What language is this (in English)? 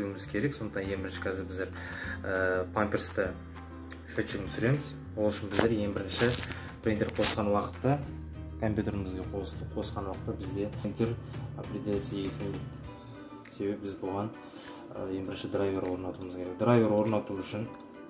Kazakh